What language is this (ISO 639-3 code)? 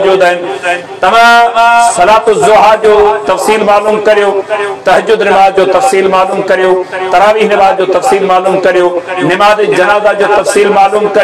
snd